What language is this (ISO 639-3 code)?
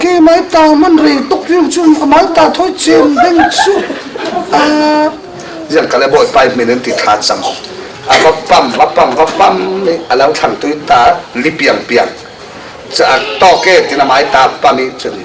cfm